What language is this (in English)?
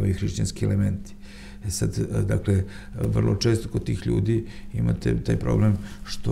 Serbian